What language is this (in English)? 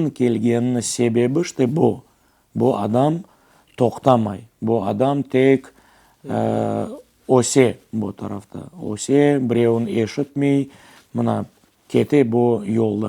Crimean Tatar